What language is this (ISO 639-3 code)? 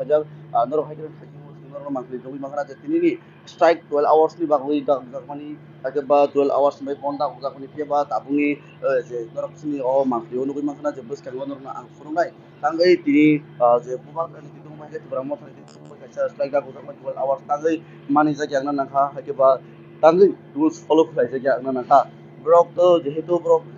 ria